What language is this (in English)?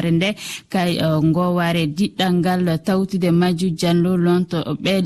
Fula